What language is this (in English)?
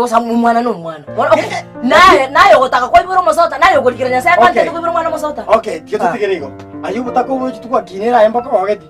Gusii